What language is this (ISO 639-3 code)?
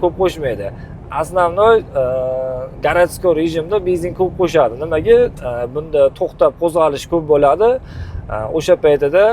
uzb